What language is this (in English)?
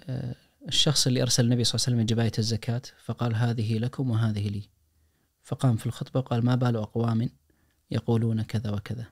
Najdi Arabic